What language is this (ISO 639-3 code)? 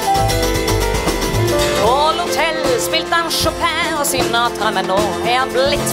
nor